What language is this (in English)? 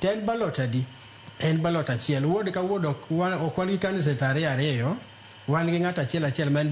Luo (Kenya and Tanzania)